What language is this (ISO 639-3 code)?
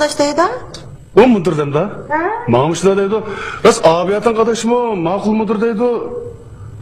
uig